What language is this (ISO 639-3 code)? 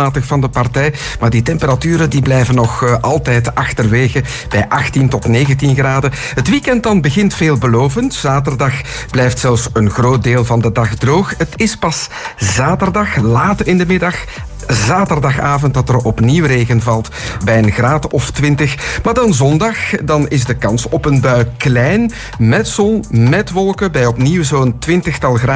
nld